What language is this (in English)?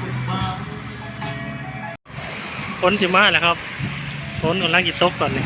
Lao